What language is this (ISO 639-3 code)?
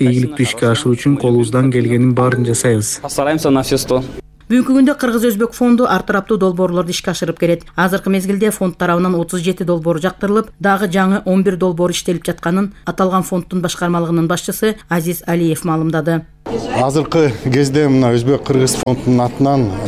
kir